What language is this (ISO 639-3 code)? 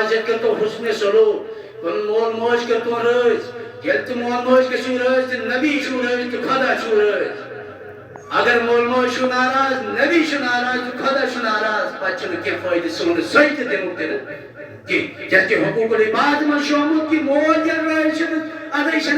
kas